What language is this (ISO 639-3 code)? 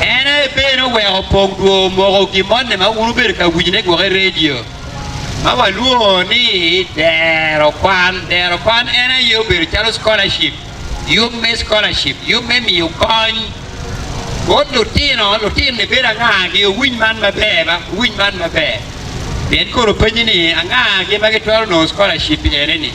ach